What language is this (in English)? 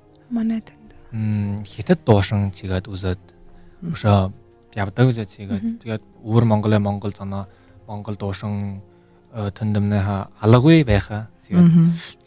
Buriat